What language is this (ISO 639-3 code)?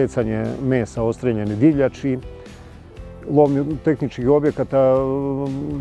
srp